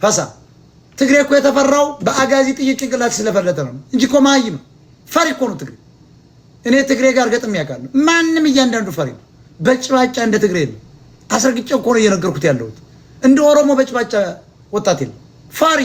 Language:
Amharic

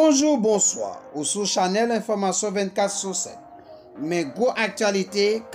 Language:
Haitian Creole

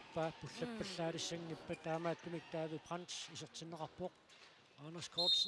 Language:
Kalaallisut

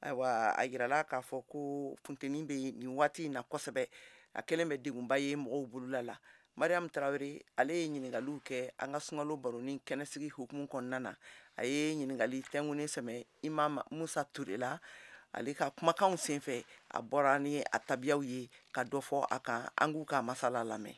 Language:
Bambara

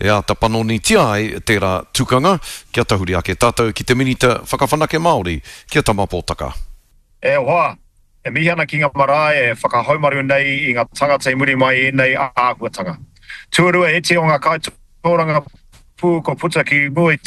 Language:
Māori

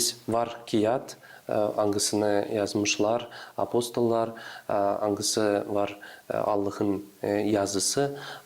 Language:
Gagauz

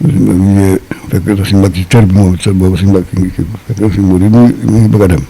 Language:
Wolof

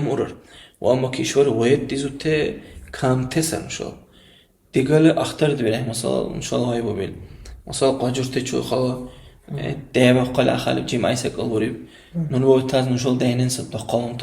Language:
Dargwa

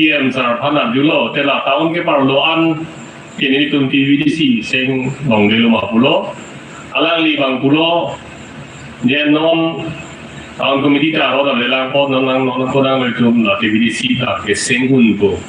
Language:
Karbi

